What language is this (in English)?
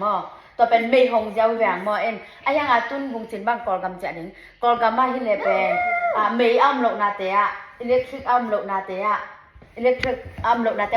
Tedim Chin